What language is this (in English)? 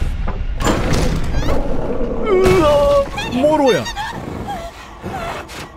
Japanese